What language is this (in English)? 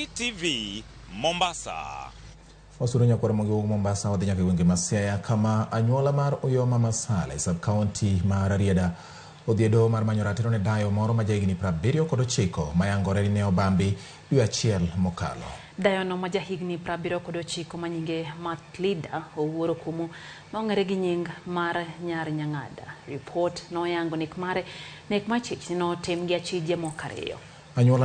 Luo (Kenya and Tanzania)